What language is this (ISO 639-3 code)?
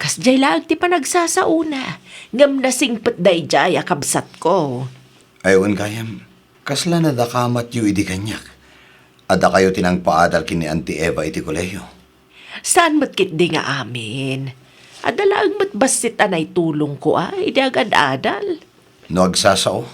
ilo